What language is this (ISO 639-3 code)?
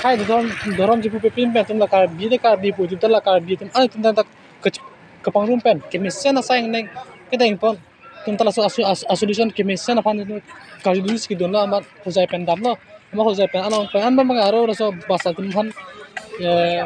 mjw